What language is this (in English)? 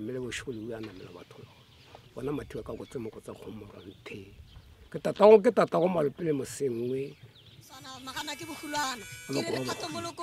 Northern Sotho